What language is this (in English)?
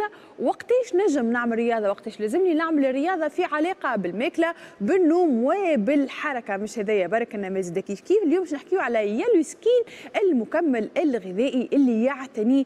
Tunisian Arabic